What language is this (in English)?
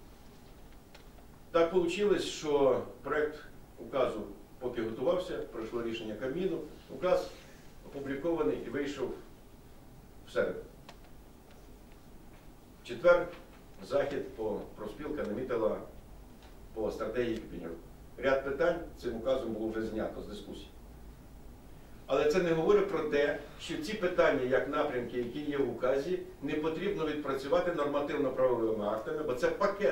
Ukrainian